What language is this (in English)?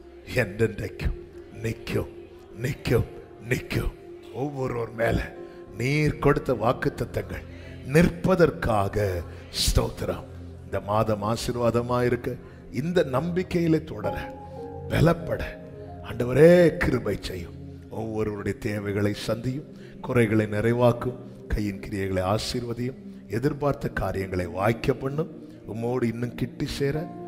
Tamil